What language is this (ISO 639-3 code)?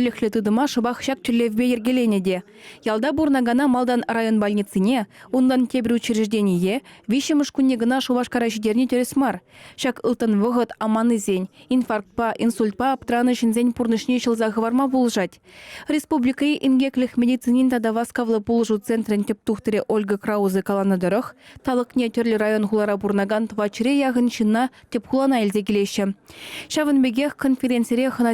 chv